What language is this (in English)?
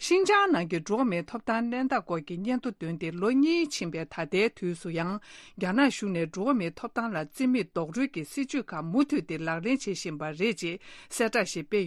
Tibetan